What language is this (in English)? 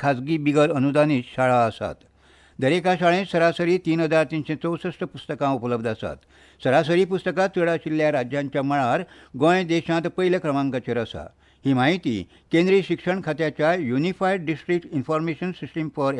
Konkani